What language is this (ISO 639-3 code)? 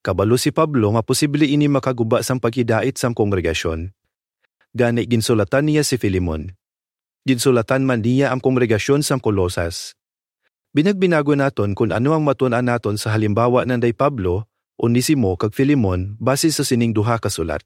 hil